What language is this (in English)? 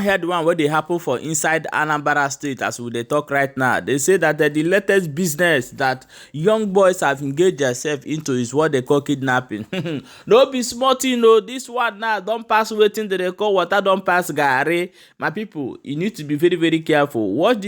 Igbo